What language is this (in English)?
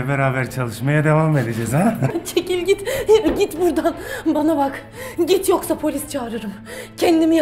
Turkish